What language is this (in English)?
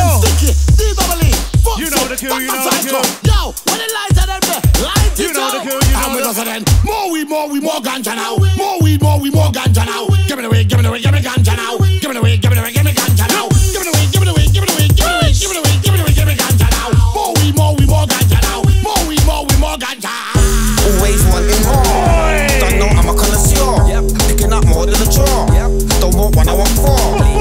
English